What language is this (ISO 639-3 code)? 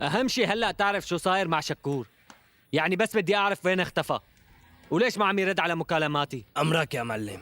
apc